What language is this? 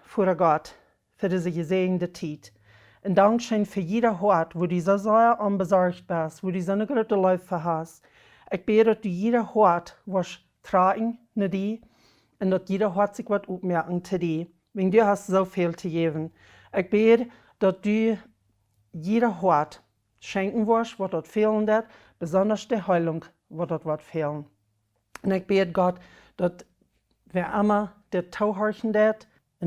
Plautdietsch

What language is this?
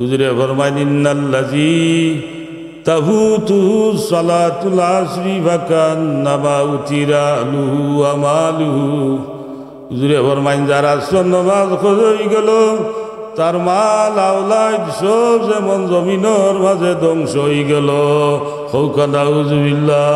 Sylheti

